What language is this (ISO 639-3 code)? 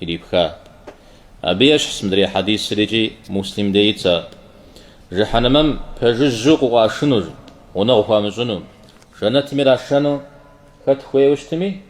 kbd